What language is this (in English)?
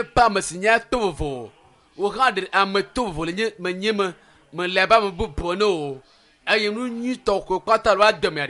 Ewe